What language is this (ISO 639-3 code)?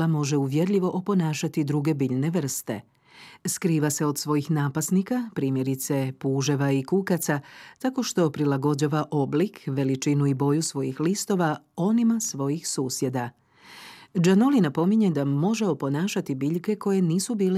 hrv